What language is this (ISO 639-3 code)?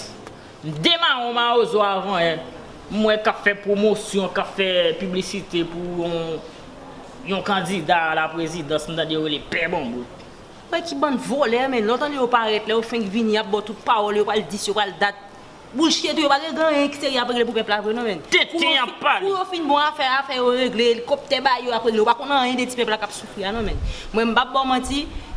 hat